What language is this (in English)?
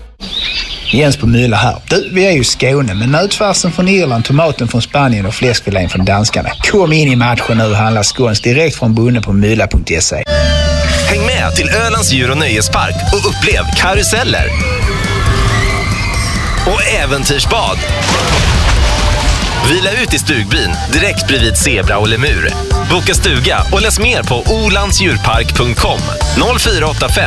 Swedish